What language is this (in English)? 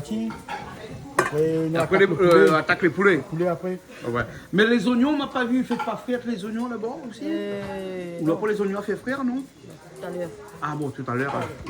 Réunion Creole French